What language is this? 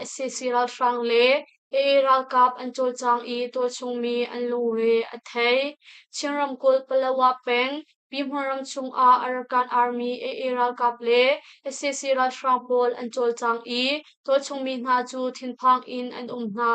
Hakha Chin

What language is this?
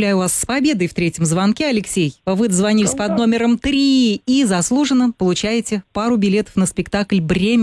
Russian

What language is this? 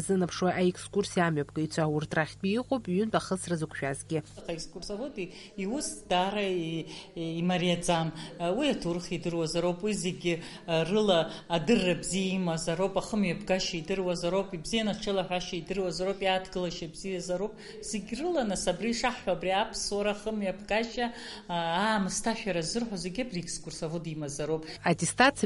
Abkhazian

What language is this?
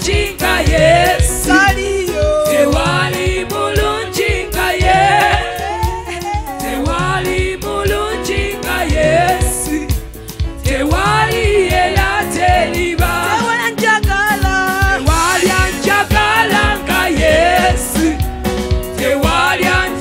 Ganda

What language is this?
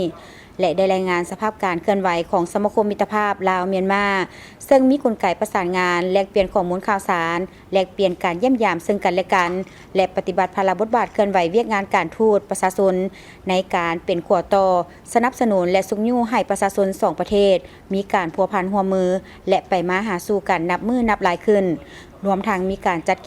Lao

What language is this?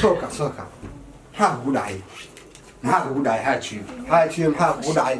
Somali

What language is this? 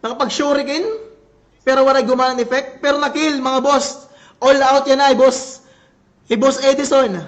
Waray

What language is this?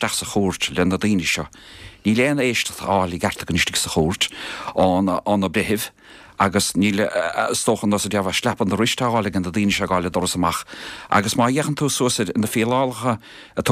Irish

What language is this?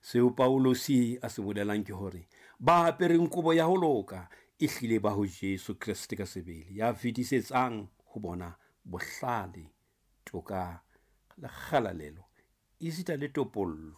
Southern Sotho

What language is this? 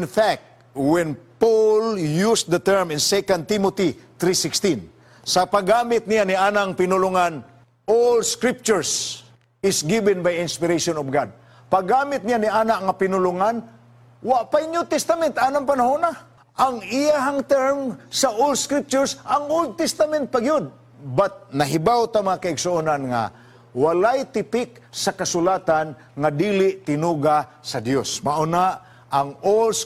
Cebuano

